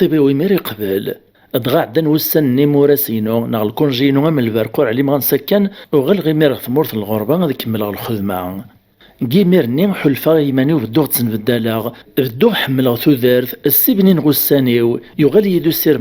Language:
Kabyle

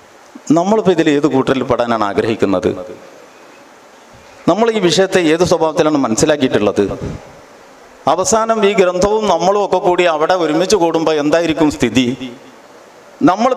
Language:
Malayalam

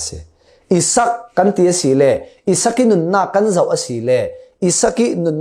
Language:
Falam Chin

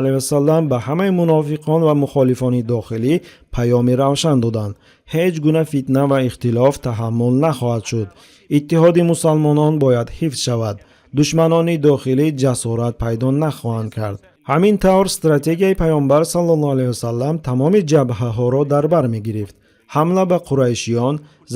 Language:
Tajik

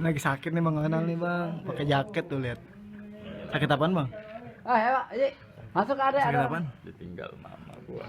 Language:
Betawi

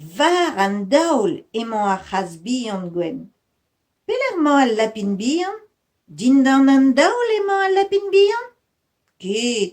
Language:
Breton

